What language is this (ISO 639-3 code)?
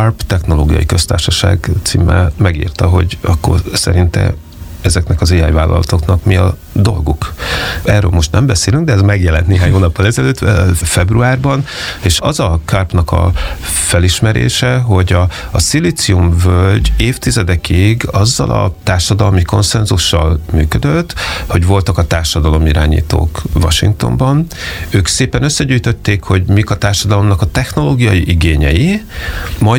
hun